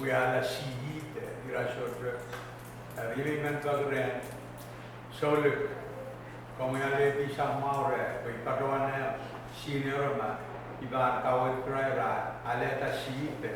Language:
Pohnpeian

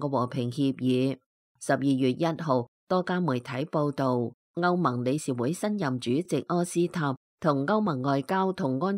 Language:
Cantonese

